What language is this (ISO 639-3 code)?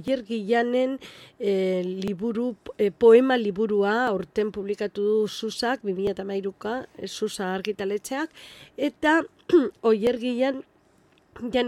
eus